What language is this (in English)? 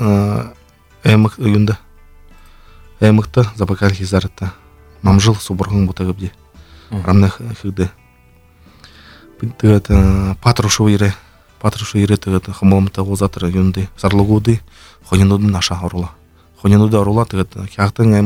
Buriat